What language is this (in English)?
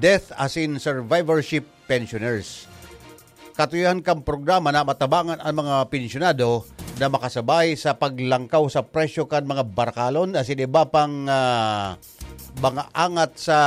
Bikol